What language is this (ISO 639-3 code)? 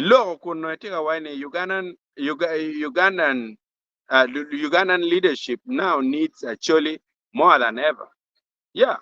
ach